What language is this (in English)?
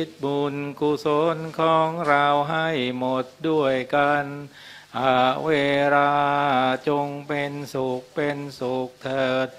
Thai